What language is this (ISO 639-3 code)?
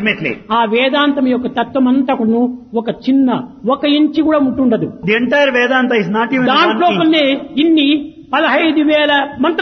tel